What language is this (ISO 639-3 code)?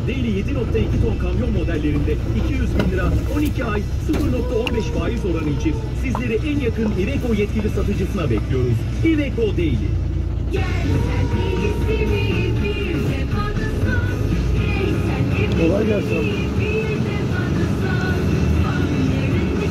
tur